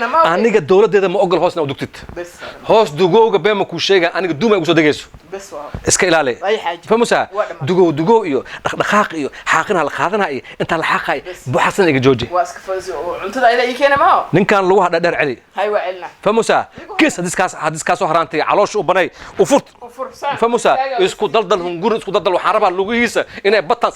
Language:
Somali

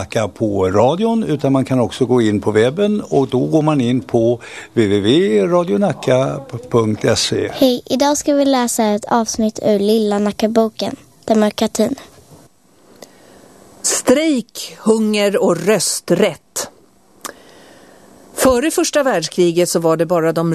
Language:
Swedish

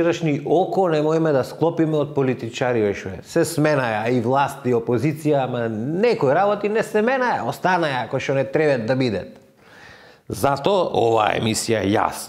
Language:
Macedonian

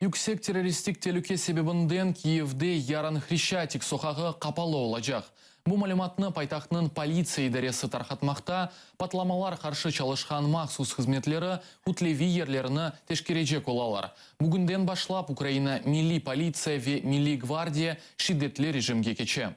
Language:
Crimean Tatar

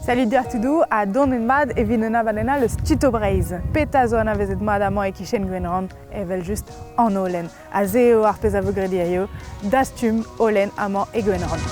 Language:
Breton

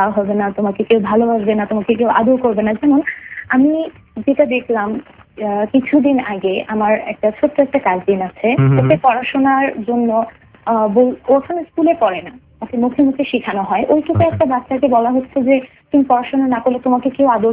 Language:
Bangla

